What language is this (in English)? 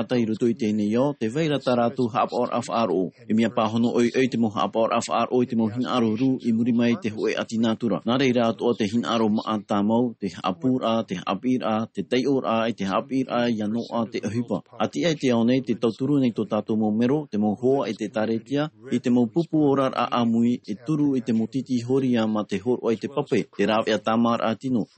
Tahitian